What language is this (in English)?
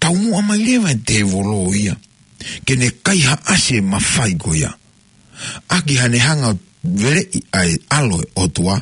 Tongan